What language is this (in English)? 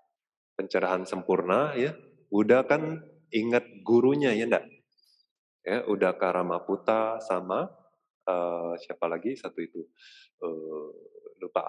Indonesian